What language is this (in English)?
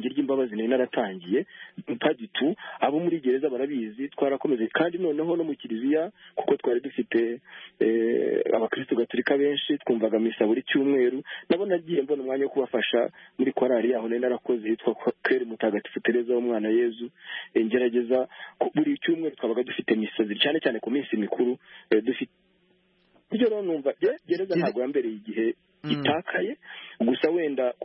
Kinyarwanda